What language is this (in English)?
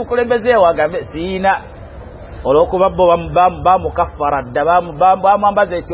Ganda